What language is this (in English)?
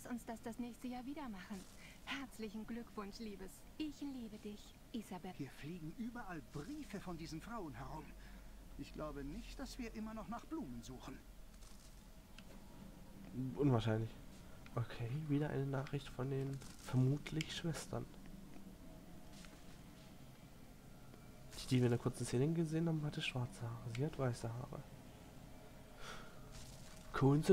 German